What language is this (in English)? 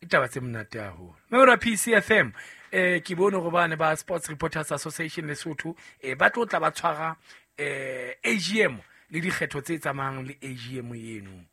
Southern Sotho